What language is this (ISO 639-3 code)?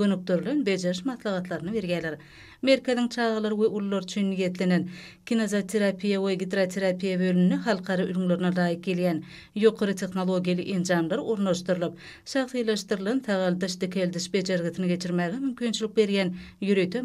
tuk